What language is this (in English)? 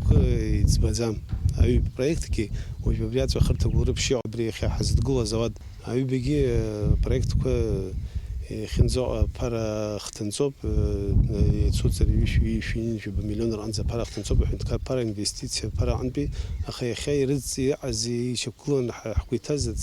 Abkhazian